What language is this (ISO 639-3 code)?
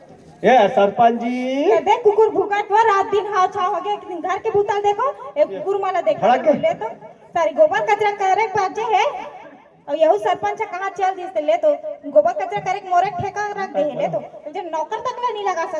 hne